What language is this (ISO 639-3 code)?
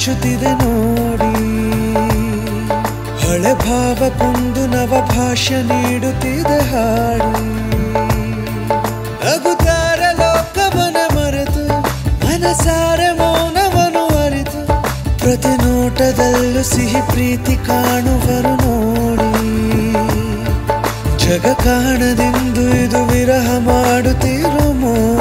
kan